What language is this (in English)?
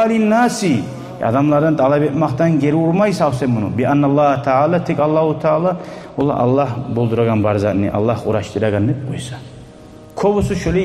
Kumyk